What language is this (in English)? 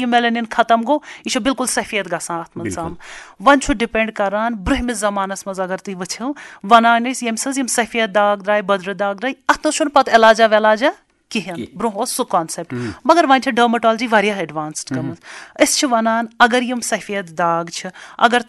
Kashmiri